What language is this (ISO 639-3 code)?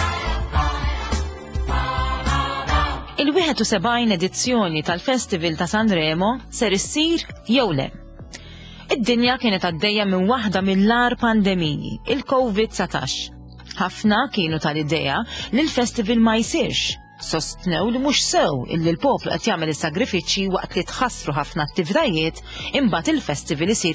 mlt